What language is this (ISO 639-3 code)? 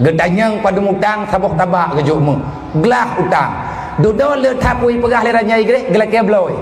ace